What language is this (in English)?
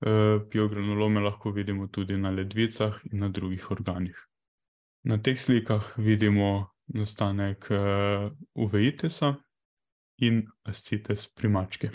Slovenian